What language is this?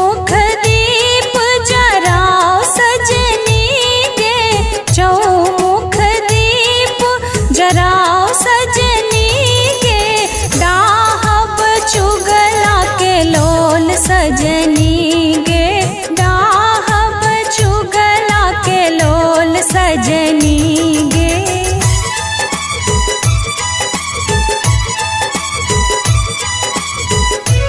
Maithili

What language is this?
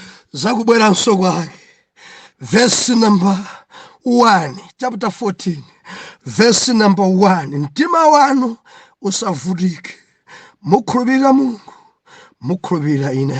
Nyanja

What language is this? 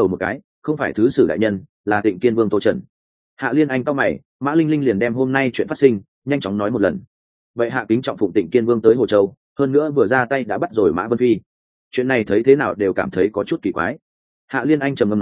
Vietnamese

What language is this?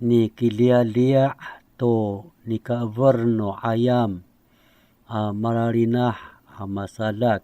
Amis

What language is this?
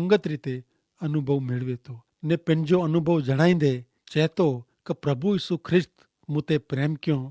Kachhi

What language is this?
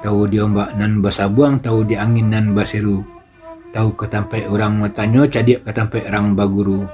Minangkabau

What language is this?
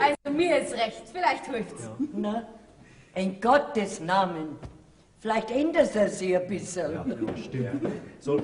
Bavarian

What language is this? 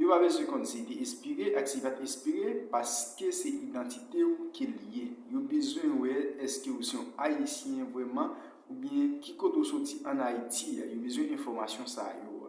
Haitian Creole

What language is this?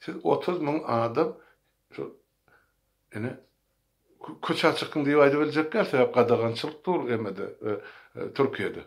Turkmen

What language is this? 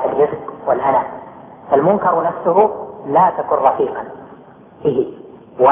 Arabic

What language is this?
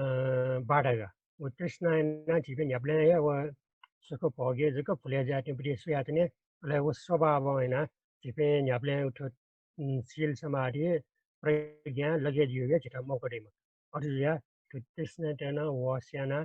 Newari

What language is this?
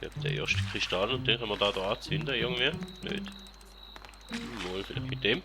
Swiss German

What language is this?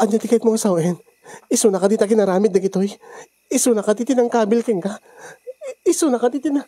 Iloko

